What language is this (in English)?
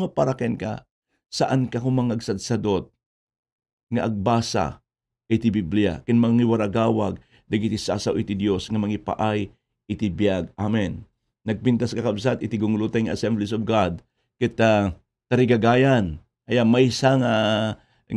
Iloko